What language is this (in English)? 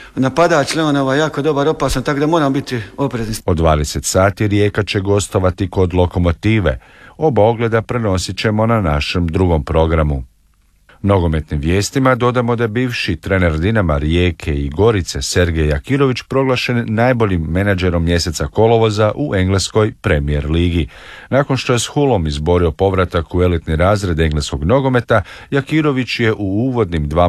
Croatian